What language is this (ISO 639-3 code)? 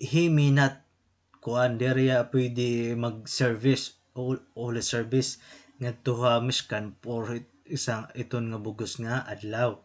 war